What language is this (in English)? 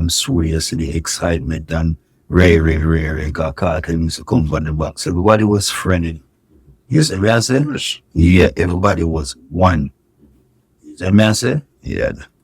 Jamaican Creole English